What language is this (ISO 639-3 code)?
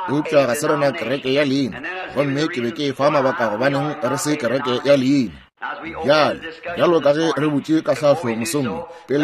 nso